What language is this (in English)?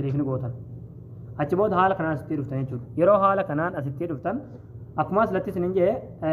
Oromo